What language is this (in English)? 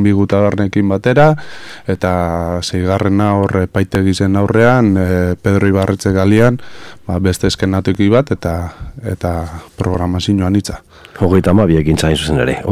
Basque